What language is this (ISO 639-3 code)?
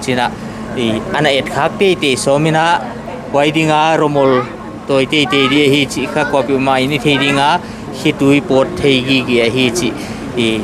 pck